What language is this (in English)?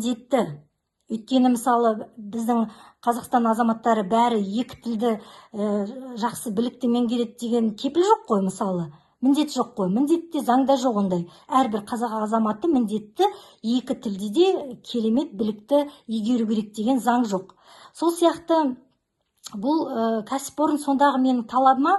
Kazakh